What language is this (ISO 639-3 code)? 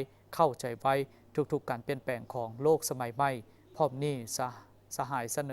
lao